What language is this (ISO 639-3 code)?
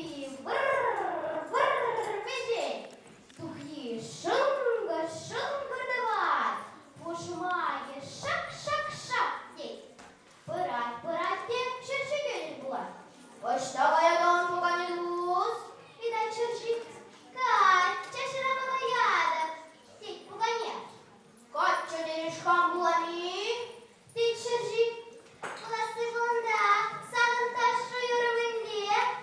chv